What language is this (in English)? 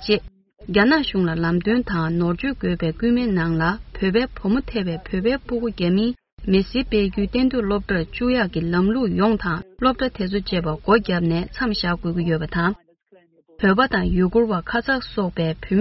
Tibetan